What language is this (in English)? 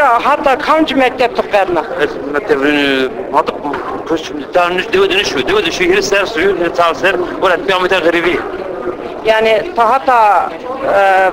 Zaza